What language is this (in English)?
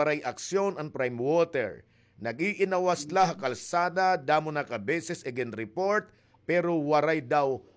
Waray